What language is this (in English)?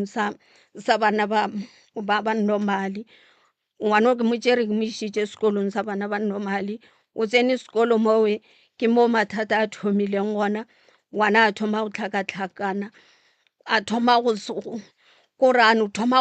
Northern Sotho